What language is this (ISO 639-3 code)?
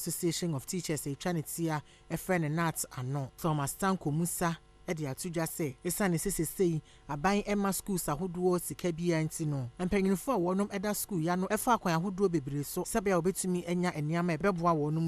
aka